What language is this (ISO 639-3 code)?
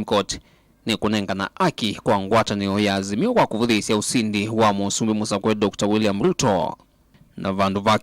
kam